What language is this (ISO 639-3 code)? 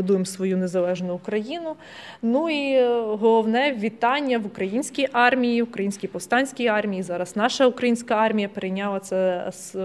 ukr